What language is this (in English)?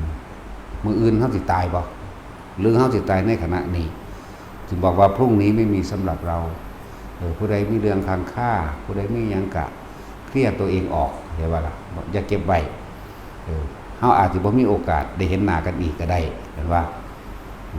Northeastern Thai